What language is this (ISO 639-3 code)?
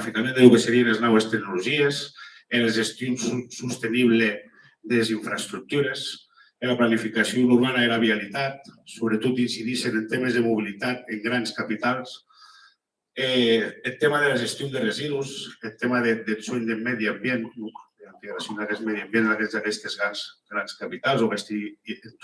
oci